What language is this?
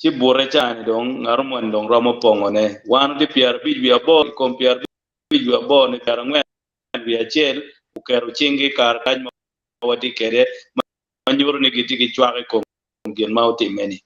Acoli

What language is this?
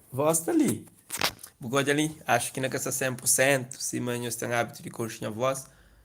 Kabuverdianu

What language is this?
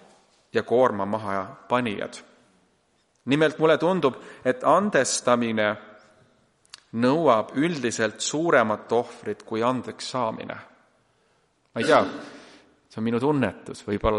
Estonian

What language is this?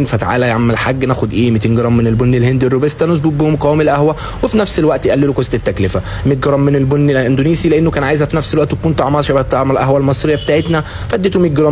Egyptian Arabic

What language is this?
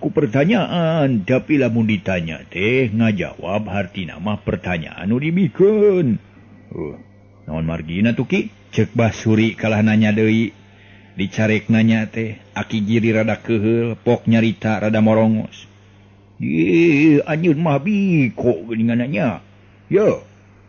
Sundanese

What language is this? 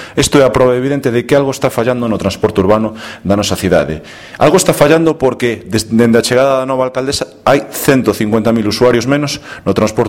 Galician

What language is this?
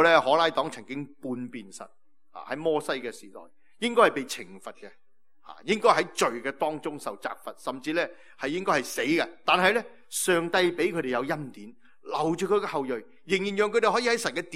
Cantonese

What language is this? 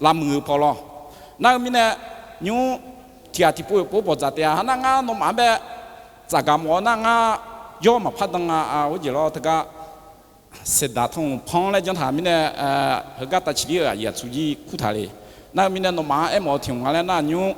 Akha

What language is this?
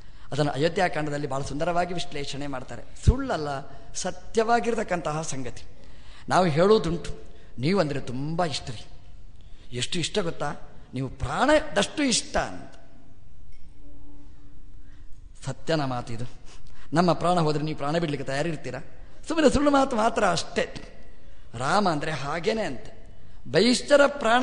Kannada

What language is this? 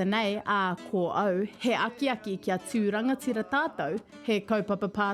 Māori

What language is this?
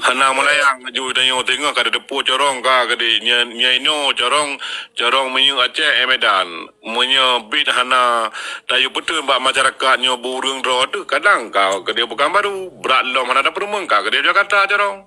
Achinese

